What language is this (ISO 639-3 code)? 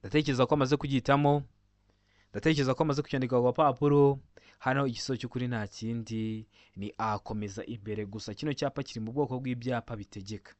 kin